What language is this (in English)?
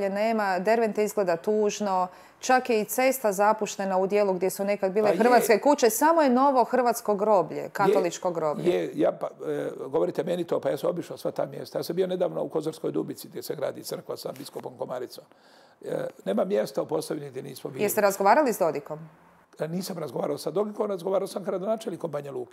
Bosnian